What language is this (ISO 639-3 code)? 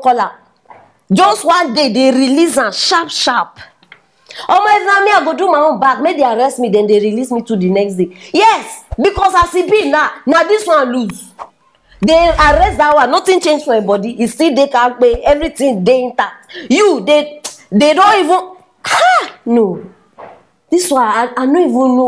pcm